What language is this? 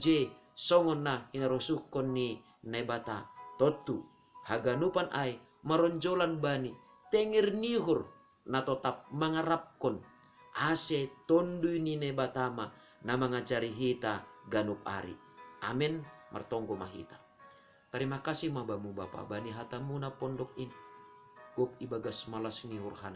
Batak Simalungun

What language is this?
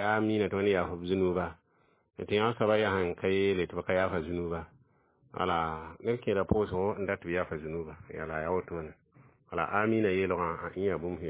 Mossi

